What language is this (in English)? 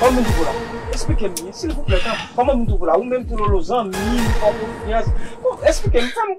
Haitian Creole